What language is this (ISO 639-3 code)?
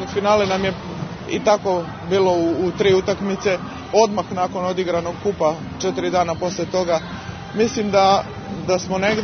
srp